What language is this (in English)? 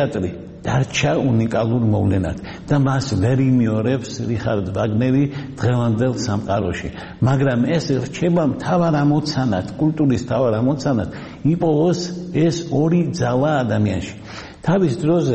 Georgian